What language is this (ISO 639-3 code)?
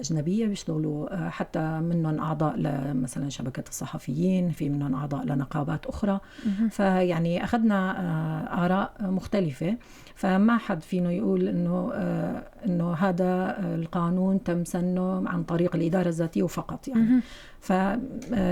apc